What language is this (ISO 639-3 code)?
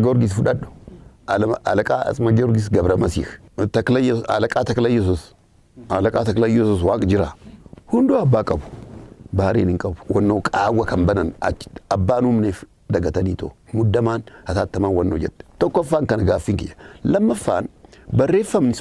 orm